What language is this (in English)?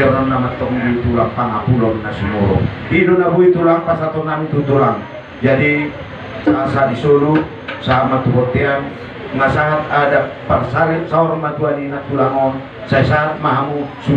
Batak Toba